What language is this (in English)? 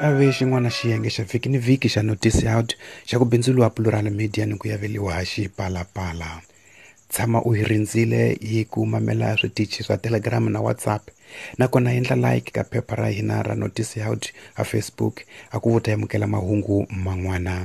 Tsonga